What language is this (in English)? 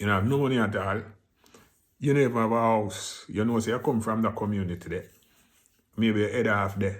Jamaican Creole English